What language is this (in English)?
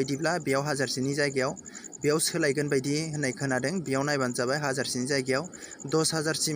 Bodo